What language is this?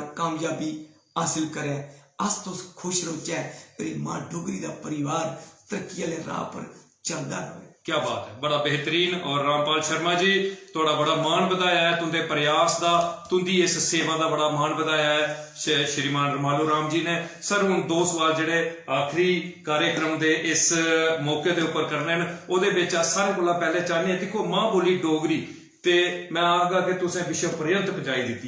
Dogri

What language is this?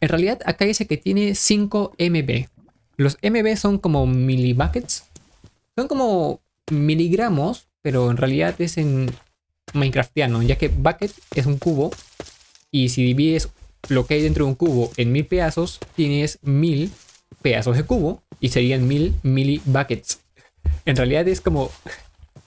Spanish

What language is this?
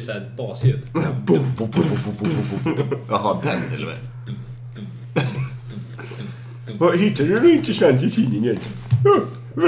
Swedish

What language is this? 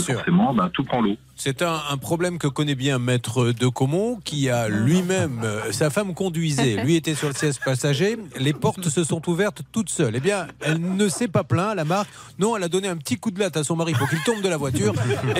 French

